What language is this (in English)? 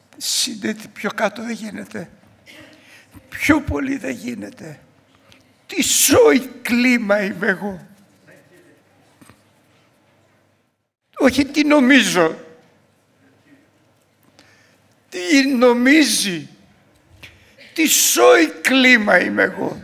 Greek